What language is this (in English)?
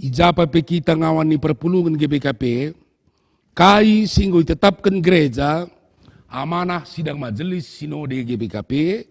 Batak Karo